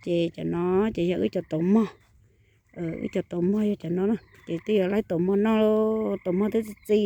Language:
Hmong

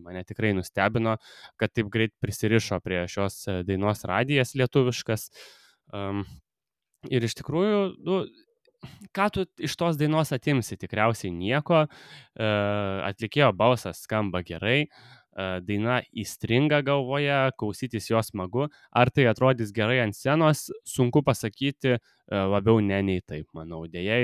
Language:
Lithuanian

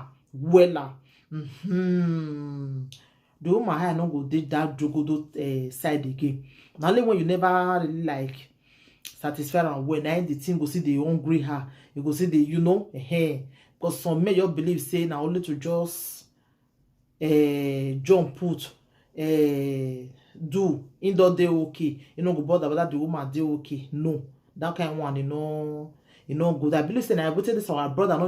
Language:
Nigerian Pidgin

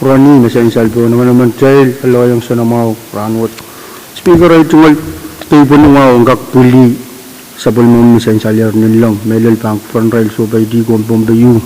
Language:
Pohnpeian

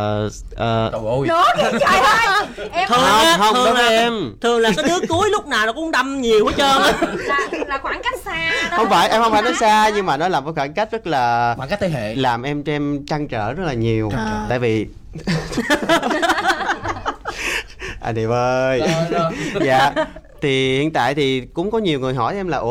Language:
Vietnamese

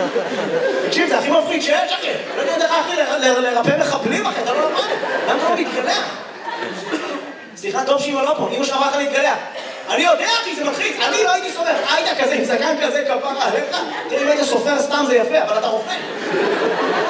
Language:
Hebrew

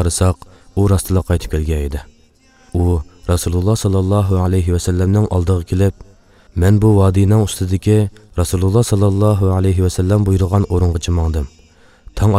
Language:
Uyghur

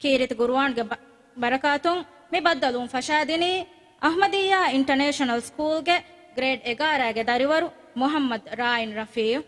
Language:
Divehi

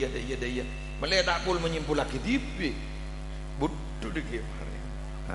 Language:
Madurese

